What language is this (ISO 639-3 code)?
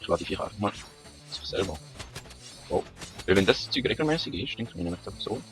gsw